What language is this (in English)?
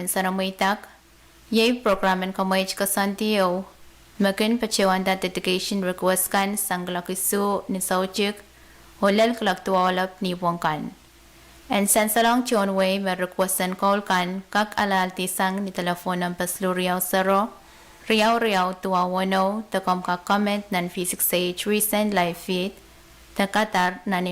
Pohnpeian